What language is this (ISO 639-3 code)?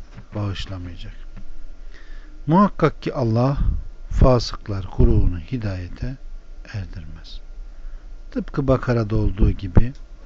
tur